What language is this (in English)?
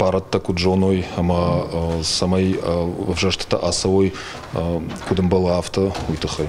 Ossetic